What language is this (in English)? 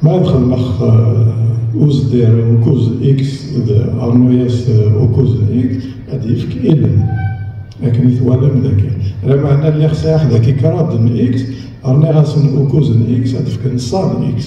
Kabyle